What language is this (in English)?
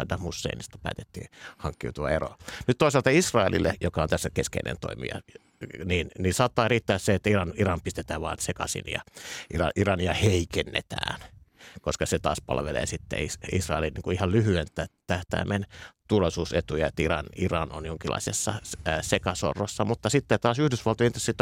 Finnish